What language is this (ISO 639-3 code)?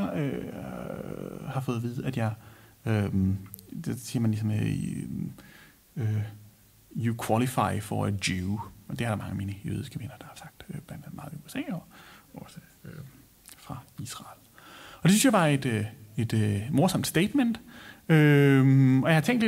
dan